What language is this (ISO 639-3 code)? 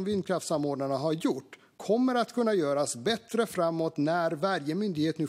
swe